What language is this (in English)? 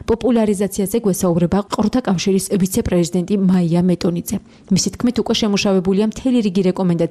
Georgian